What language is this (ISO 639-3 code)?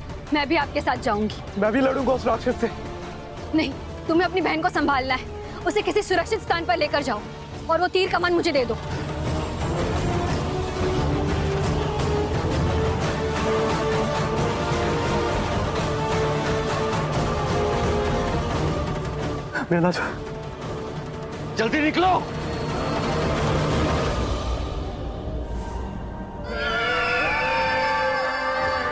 hin